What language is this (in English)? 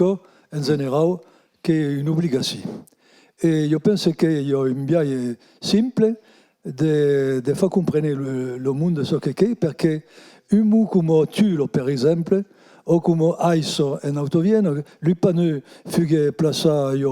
Occitan